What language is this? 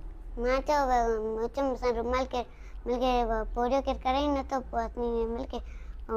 Sindhi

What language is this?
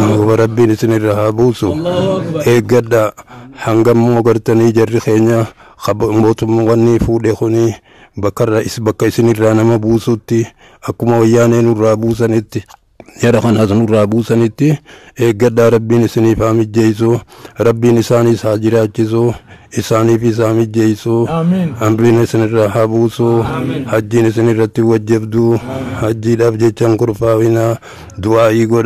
Oromo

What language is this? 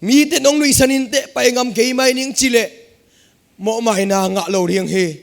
Tedim Chin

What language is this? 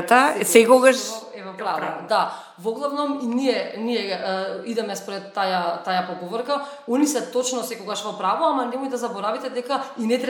Macedonian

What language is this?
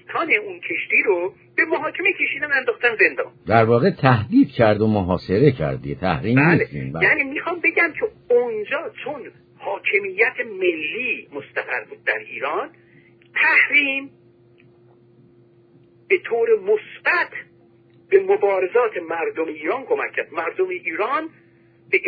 Persian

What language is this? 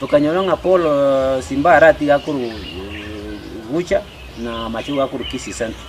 Gusii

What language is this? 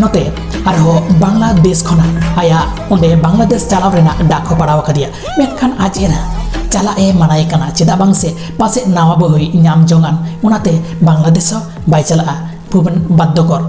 Santali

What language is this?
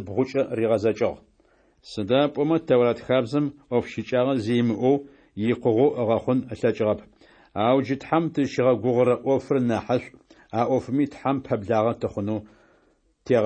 Adyghe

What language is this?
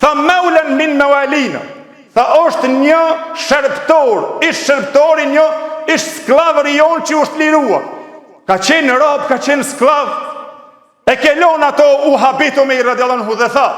Albanian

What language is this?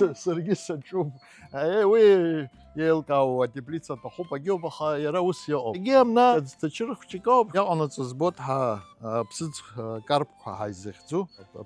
Abkhazian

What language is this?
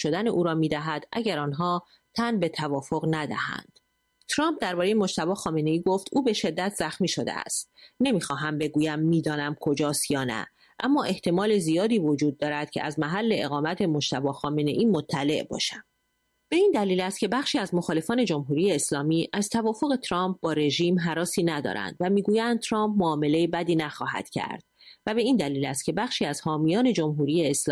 Persian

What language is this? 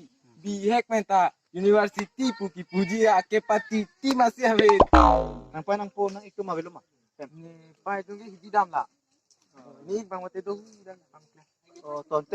Karbi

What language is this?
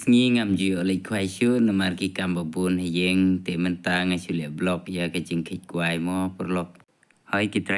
Khasi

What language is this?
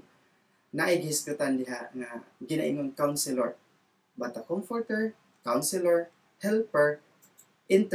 Cebuano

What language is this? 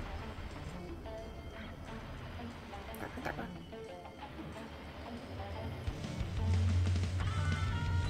Malay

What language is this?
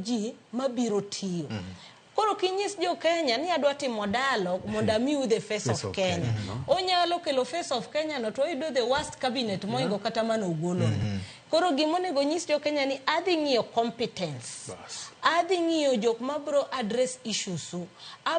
Luo (Kenya and Tanzania)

